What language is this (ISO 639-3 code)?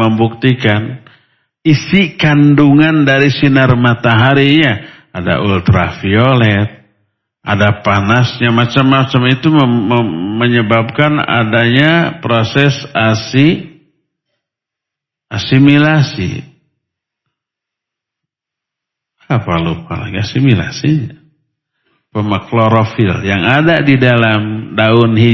ind